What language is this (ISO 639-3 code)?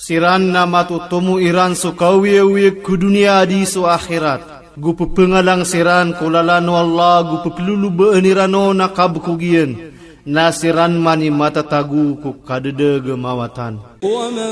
mrw